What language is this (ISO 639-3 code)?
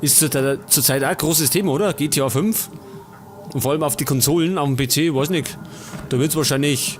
bar